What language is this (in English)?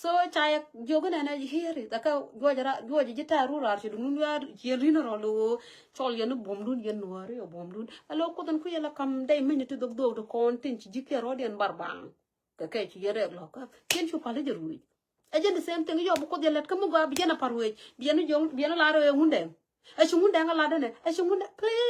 Nuer